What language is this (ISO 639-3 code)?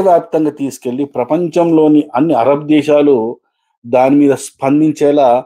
tel